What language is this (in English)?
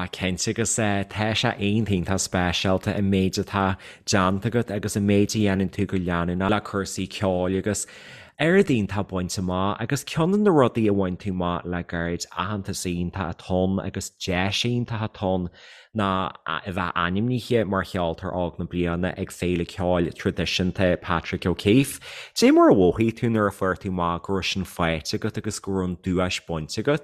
Irish